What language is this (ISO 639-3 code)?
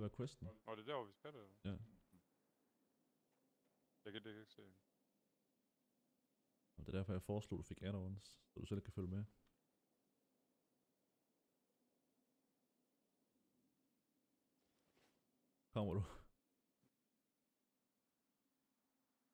dan